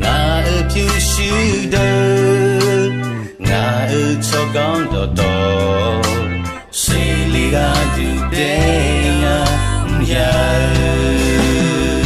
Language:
Akha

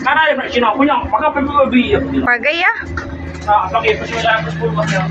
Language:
Iban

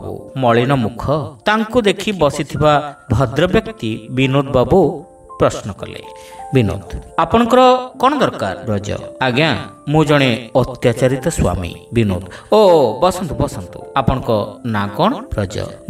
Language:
Odia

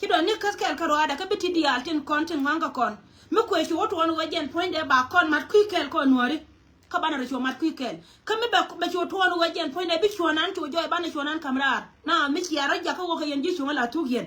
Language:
Nuer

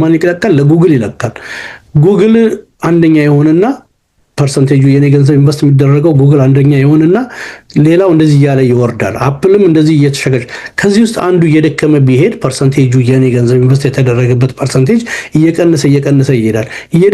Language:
Amharic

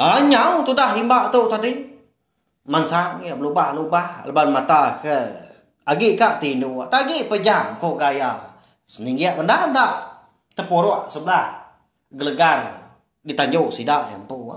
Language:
Iban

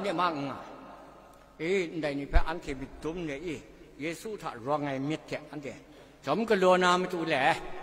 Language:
Kachin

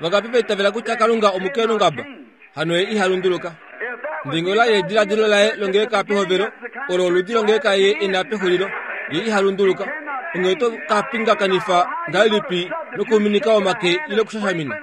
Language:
Kuanyama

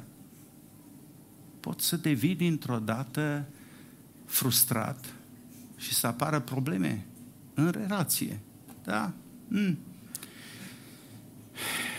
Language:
Romanian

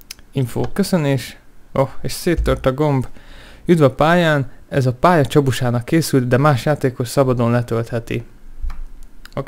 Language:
Hungarian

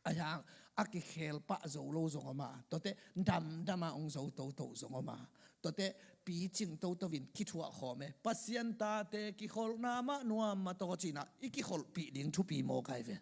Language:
Tedim Chin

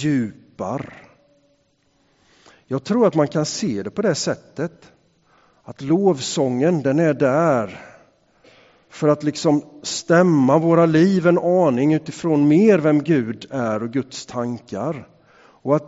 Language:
Swedish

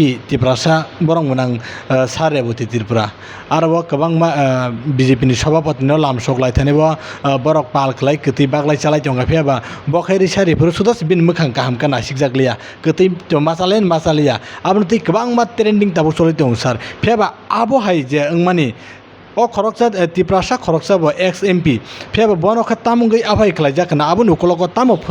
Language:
Kok Borok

